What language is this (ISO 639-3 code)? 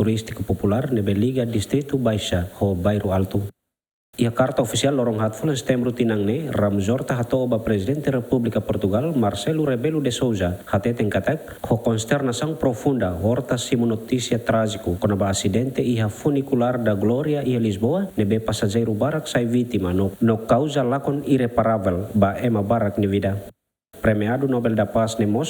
tet